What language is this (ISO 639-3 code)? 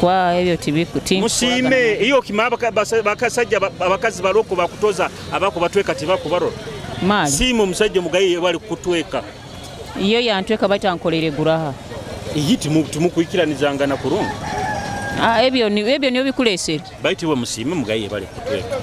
nyo